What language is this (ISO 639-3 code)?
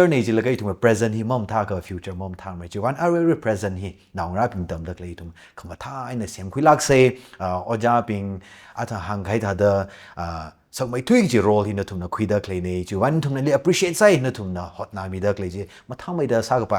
nmf